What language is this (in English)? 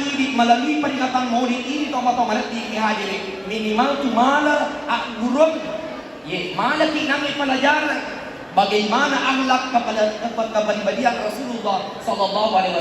Buginese